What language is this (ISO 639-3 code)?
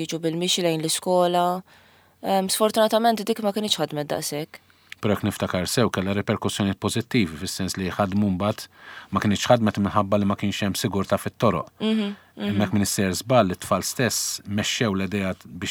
mlt